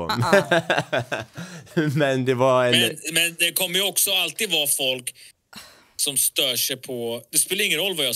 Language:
Swedish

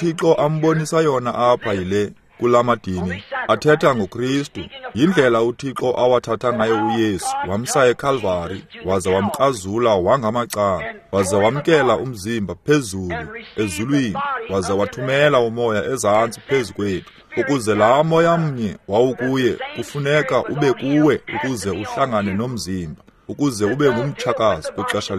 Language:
Xhosa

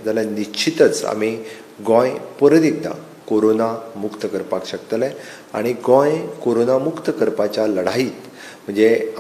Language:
Konkani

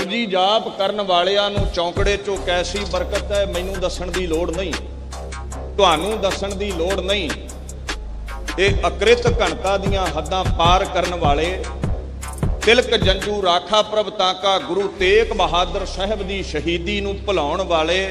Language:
Punjabi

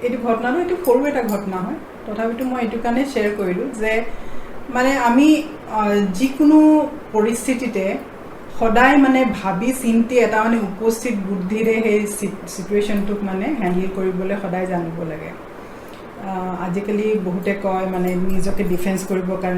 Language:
Assamese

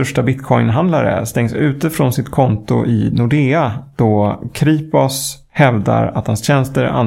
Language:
Swedish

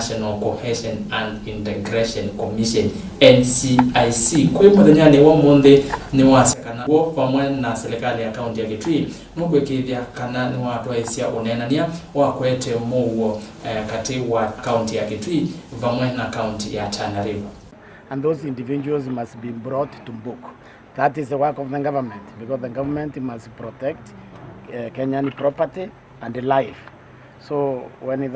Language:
Kamba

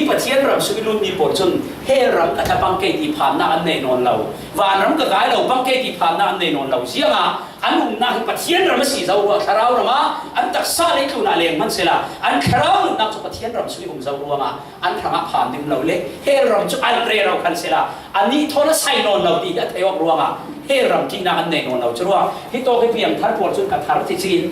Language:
Falam Chin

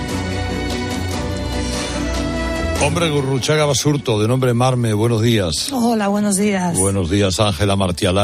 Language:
Spanish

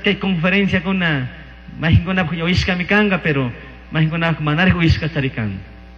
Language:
Chimborazo Highland Quichua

